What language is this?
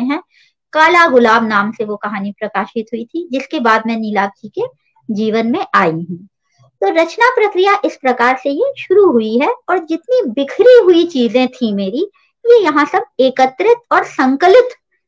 Hindi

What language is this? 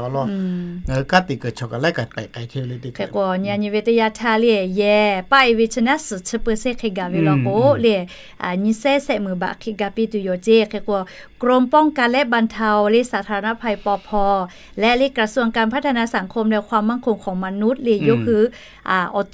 Lahu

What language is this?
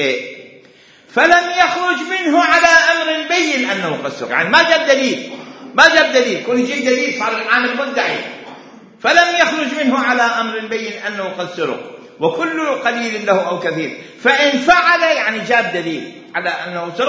Mesopotamian Arabic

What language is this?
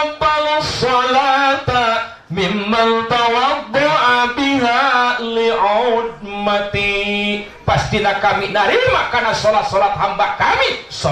Sundanese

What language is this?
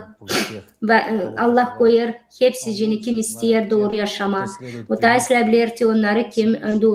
Gagauz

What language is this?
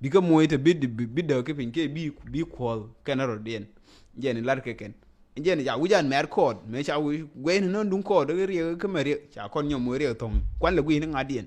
Nuer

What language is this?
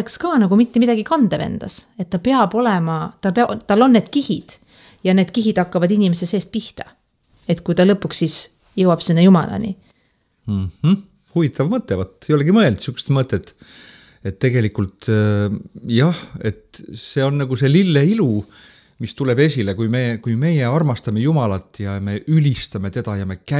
Estonian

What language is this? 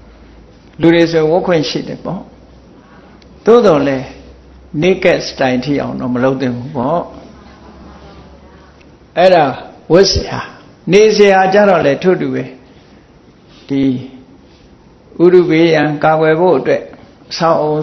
Burmese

